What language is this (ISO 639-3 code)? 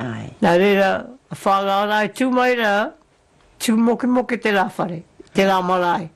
mri